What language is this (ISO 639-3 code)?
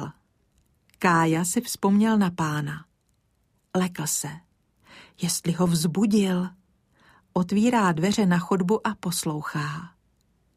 ces